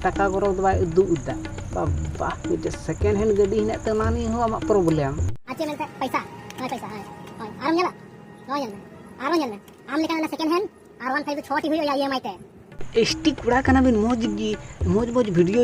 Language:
Santali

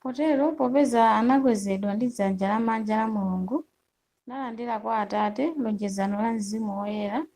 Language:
Nyanja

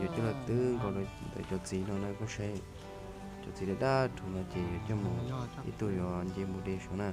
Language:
Hmong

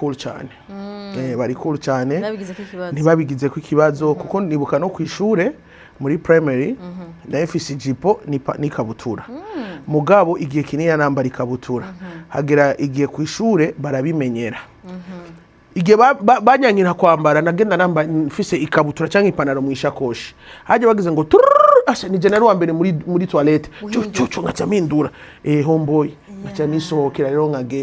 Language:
Rundi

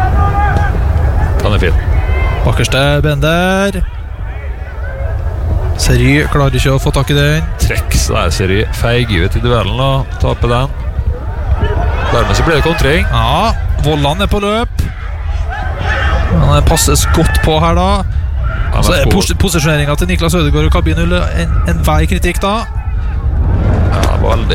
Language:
Norwegian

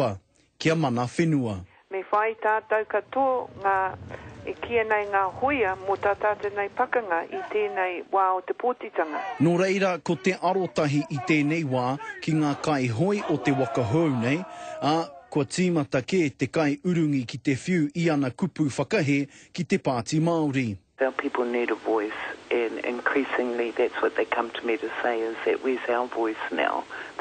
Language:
Māori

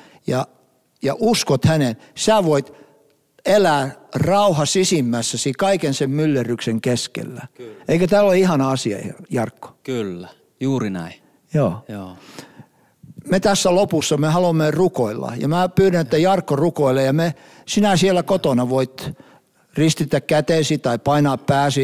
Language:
Finnish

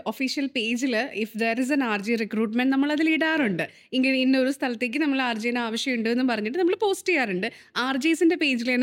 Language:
Malayalam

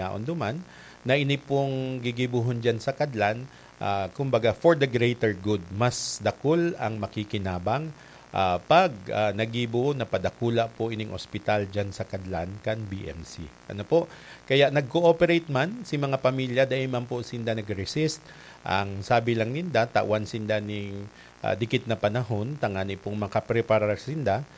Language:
Bikol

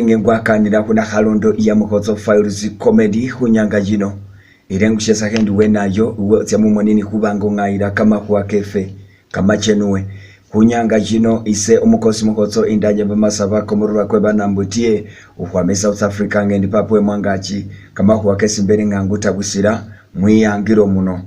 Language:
Masaaba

